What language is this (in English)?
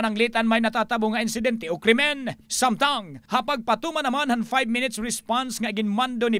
Waray